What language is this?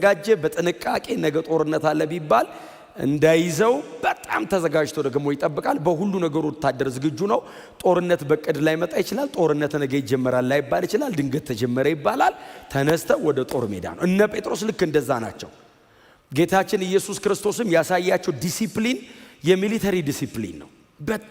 Amharic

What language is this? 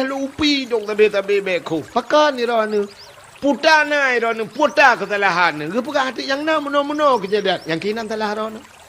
Achinese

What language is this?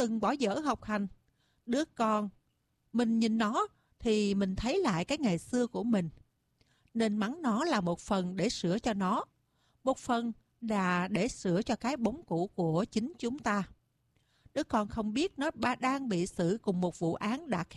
Vietnamese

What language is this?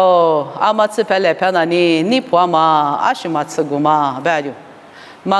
Lisu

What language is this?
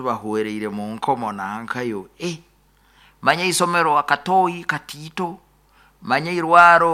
Nyoro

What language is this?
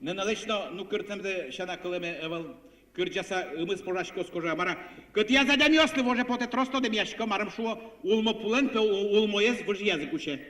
Udmurt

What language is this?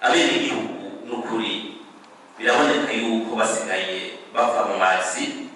Rundi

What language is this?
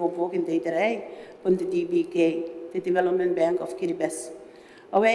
Gilbertese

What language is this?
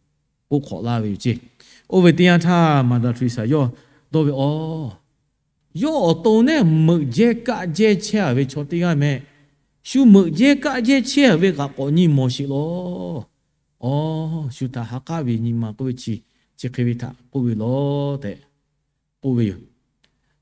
Lahu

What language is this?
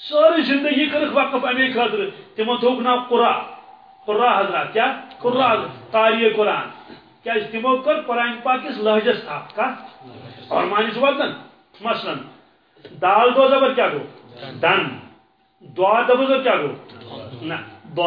Kashmiri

